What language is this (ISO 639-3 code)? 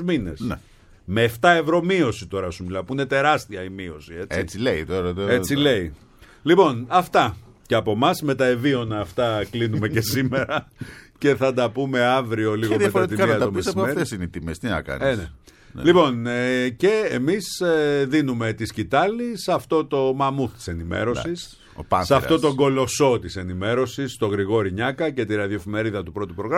ell